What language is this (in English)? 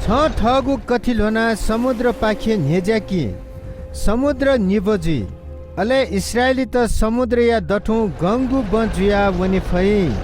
Newari